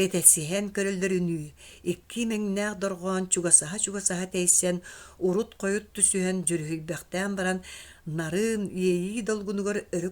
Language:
Yakut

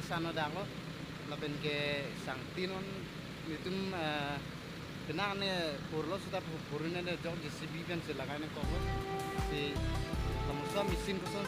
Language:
Karbi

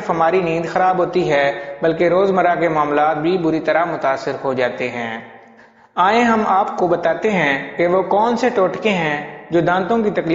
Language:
Urdu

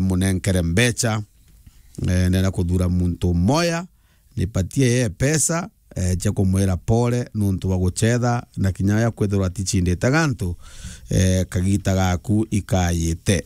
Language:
Meru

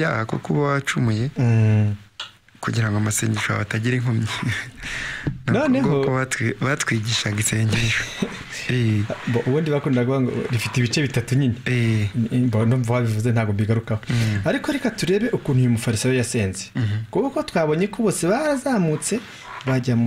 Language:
Kinyarwanda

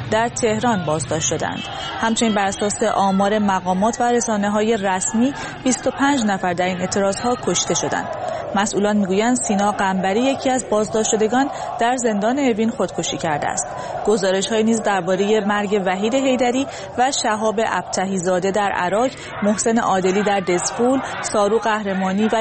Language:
Persian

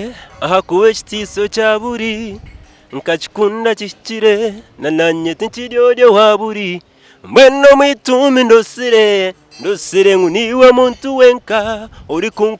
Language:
Nyankole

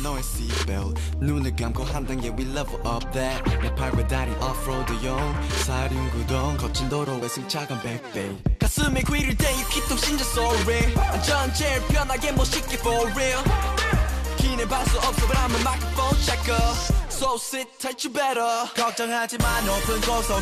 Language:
Korean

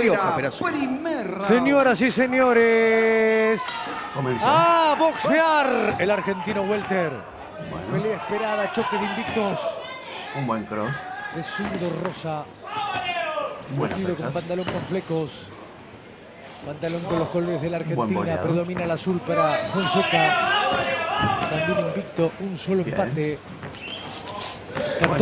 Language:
Spanish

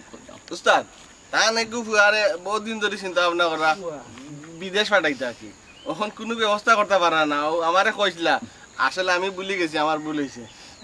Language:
Sylheti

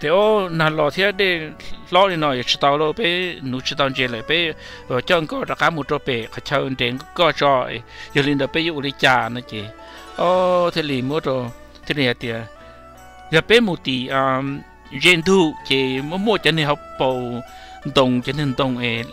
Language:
Hmong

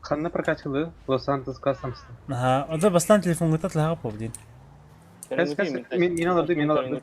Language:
Yakut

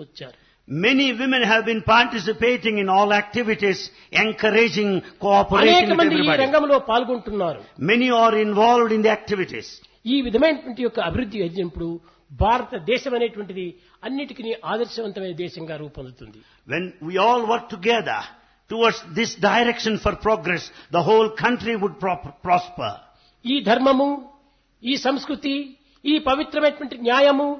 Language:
Telugu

